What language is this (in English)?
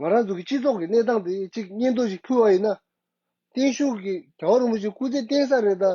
Tibetan